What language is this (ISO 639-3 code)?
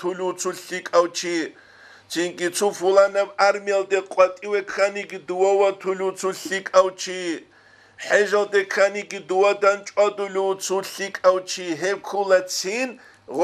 ava